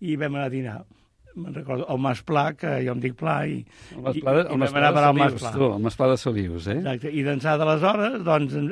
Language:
Catalan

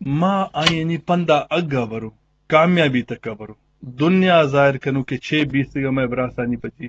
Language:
Eastern Balochi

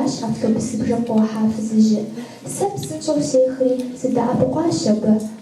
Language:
Kabardian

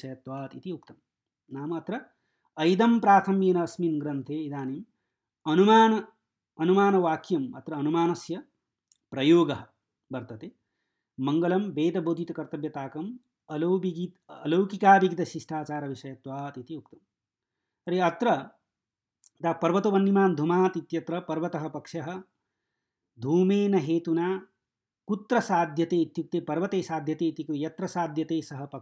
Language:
Sanskrit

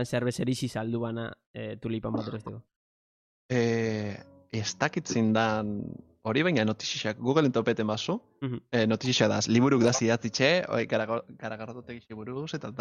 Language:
Basque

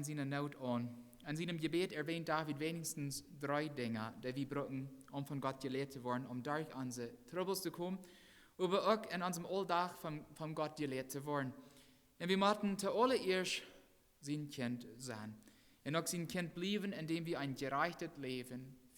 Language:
Plautdietsch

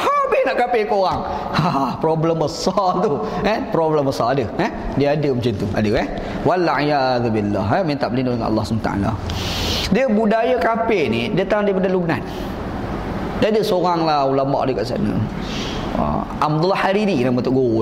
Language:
Malay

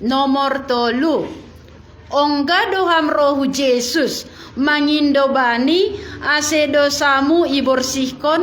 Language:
Batak Simalungun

